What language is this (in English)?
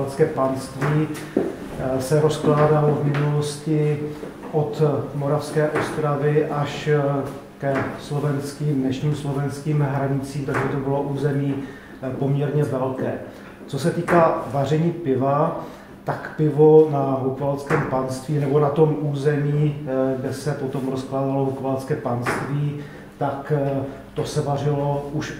Czech